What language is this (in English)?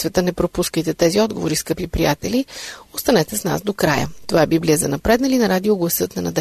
Bulgarian